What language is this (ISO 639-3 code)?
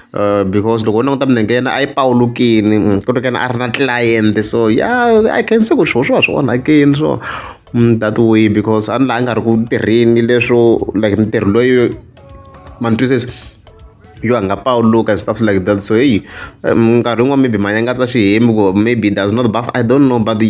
tso